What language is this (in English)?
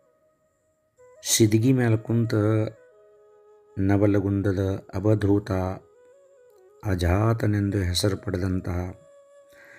Kannada